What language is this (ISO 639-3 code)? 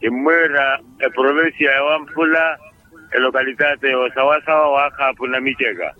vmw